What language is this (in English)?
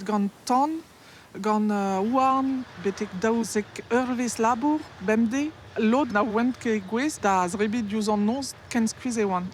Breton